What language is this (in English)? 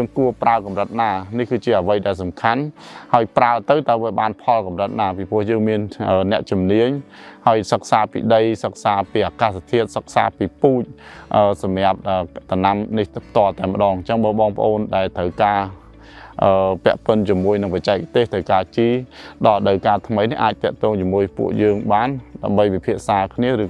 Khmer